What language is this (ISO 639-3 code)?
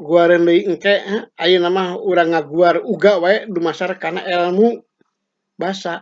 sun